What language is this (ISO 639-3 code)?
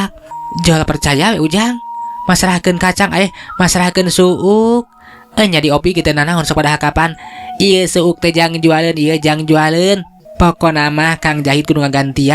sun